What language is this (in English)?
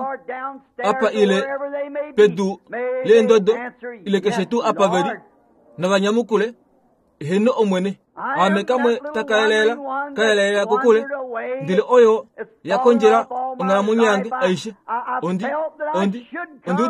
Kuanyama